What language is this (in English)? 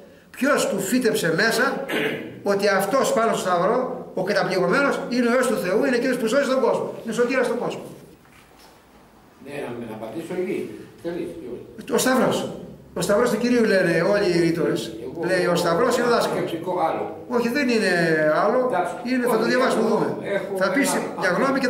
Greek